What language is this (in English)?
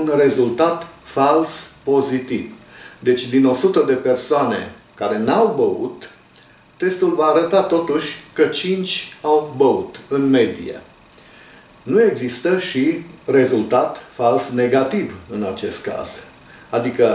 Romanian